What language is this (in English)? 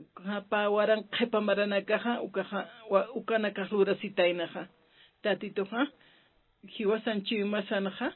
Aymara